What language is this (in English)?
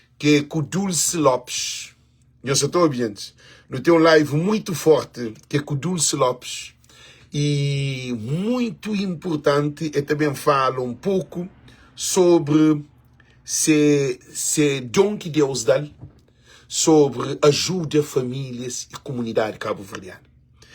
Kabuverdianu